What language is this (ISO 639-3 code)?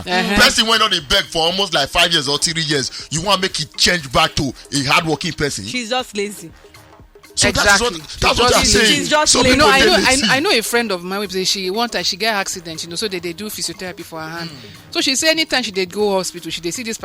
pcm